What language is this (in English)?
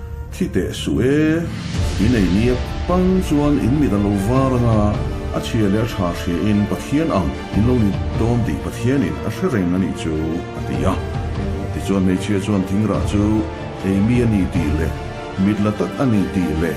Mizo